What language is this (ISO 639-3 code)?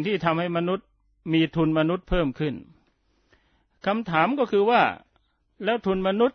tha